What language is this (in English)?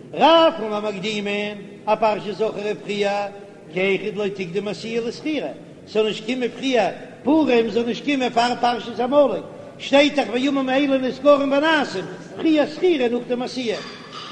Yiddish